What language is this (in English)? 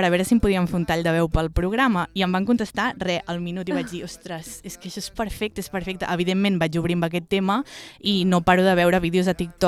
Catalan